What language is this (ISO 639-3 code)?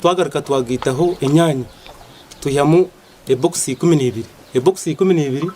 nyn